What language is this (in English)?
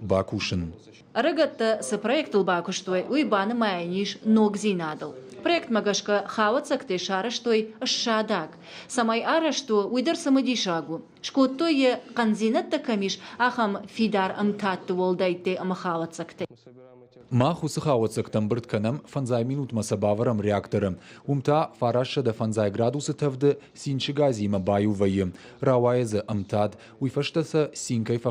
Ossetic